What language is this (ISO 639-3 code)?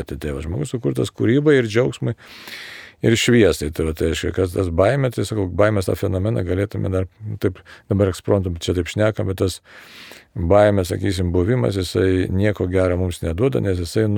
lit